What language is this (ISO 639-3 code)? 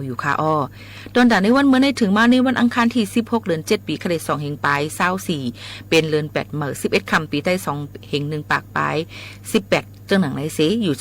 shn